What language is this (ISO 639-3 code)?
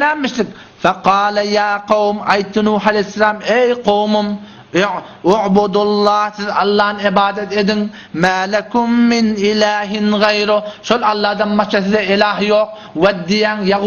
tuk